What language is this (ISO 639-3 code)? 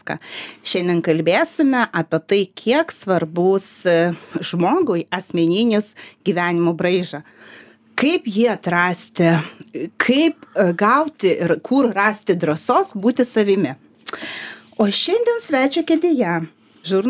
lit